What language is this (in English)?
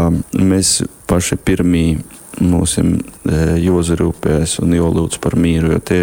Latgalian